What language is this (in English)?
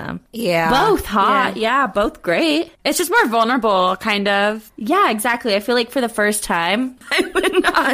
English